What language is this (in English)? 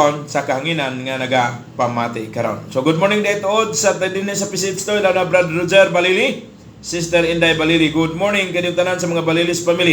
Cebuano